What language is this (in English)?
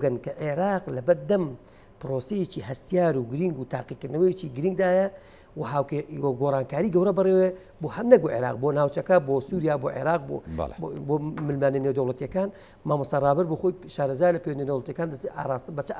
Central Kurdish